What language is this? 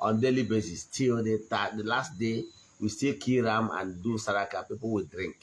Igbo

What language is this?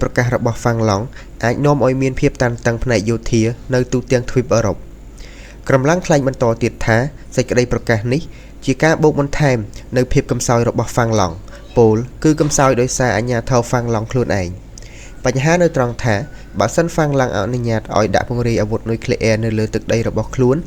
Khmer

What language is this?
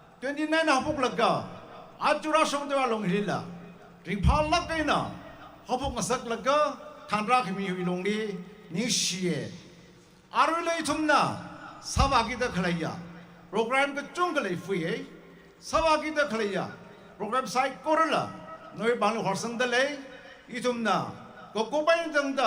Tangkhul Naga (India)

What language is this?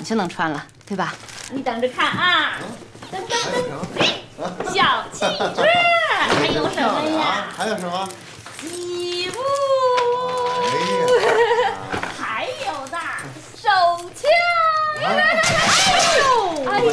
Chinese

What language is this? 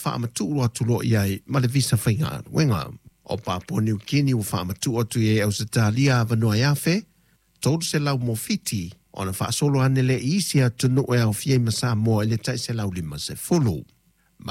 Samoan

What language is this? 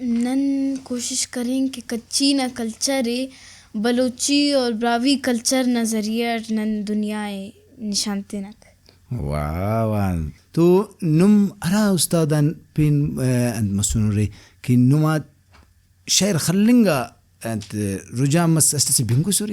Brahui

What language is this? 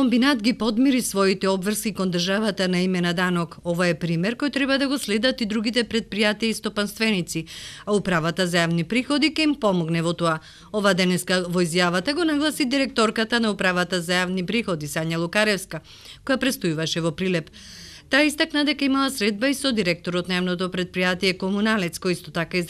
Macedonian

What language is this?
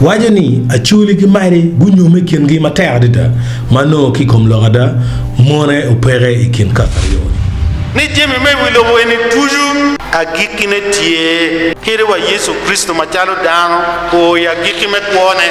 Acoli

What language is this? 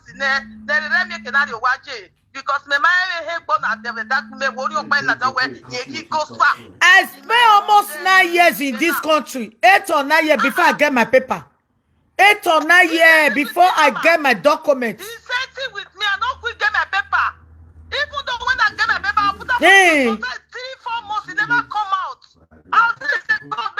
Nigerian Pidgin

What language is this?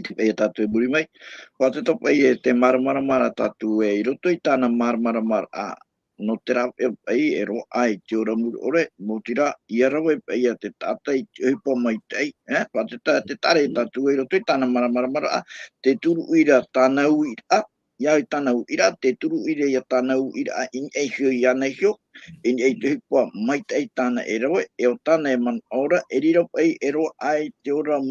Tahitian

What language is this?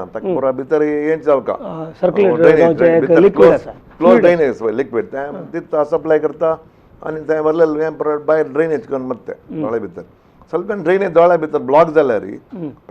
Konkani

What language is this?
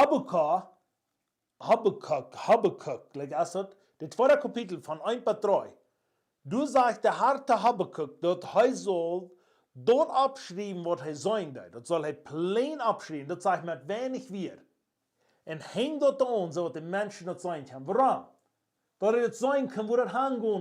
Plautdietsch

